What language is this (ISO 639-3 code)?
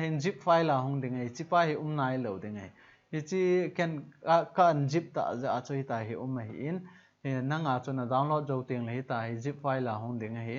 tcz